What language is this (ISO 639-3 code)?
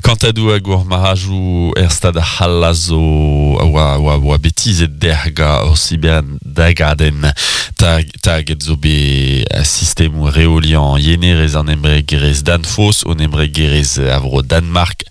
bre